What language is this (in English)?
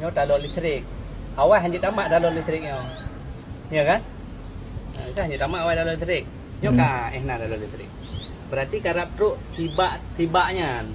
Achinese